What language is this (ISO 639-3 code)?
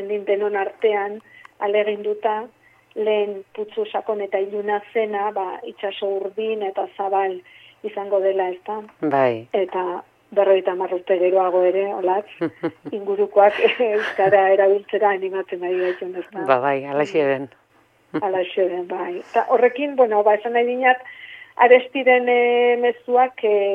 eus